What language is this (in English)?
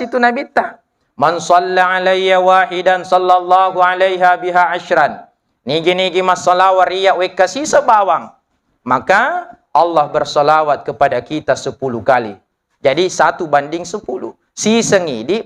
Buginese